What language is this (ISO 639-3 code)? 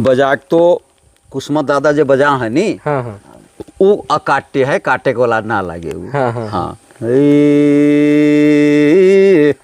sck